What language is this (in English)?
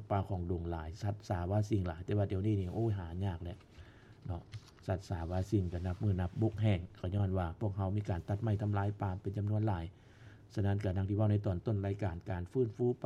Lao